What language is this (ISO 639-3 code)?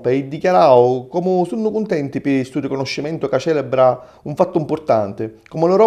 scn